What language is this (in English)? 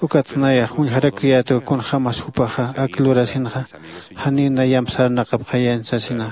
Aymara